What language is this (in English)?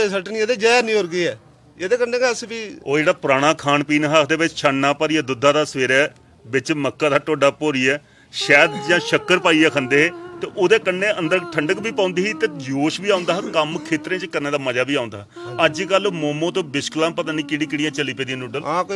Dogri